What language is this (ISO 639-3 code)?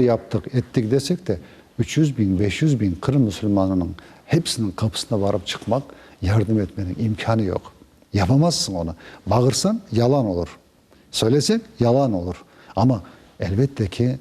crh